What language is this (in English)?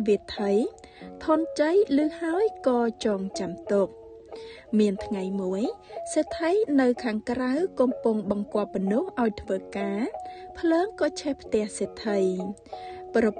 Khmer